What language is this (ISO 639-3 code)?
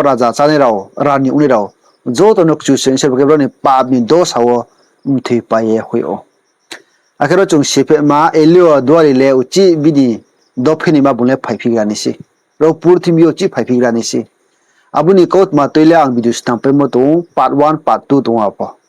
ria